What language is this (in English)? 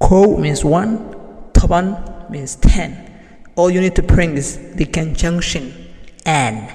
English